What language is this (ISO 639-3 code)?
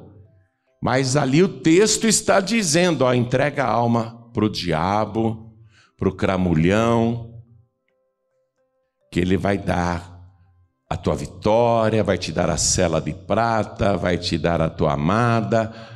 por